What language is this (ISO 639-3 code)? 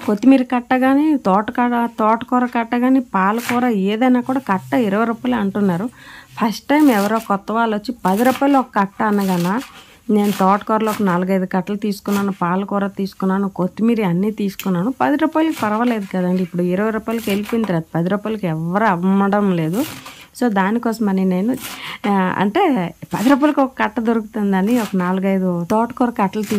tel